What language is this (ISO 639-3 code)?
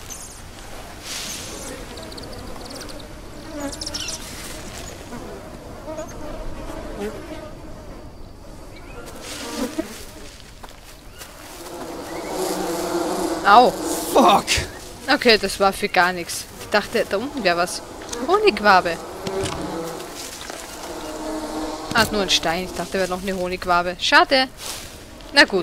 deu